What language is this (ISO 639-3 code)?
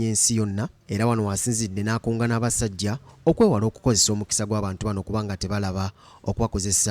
lug